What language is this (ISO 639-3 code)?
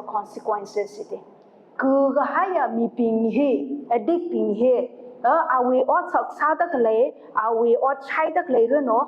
nmf